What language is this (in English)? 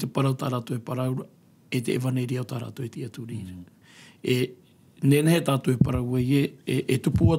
Tahitian